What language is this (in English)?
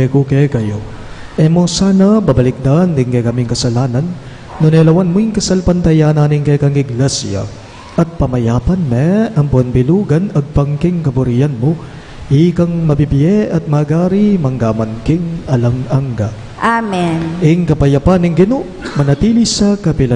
Pampanga